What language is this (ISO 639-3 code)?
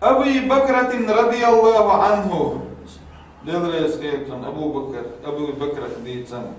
che